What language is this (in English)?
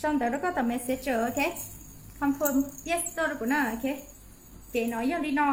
Hmong